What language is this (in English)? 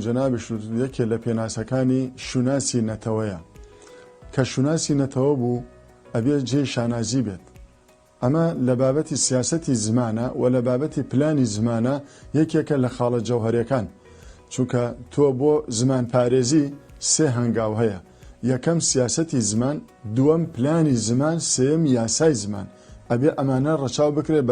Central Kurdish